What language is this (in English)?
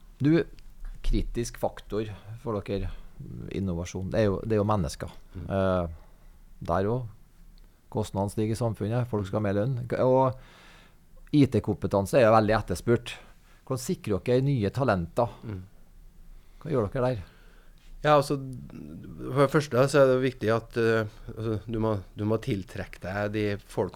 Norwegian